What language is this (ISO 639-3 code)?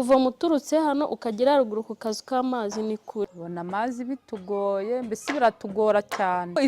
kin